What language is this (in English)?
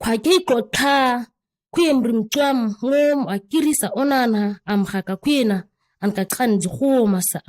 ǁGana